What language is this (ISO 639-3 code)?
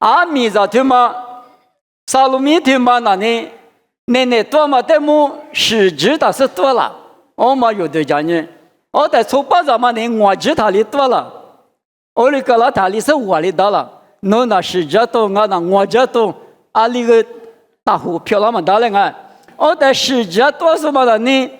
lis